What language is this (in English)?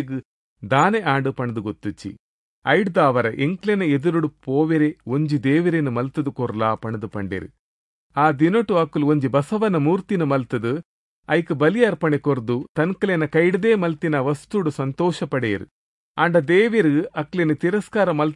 Tulu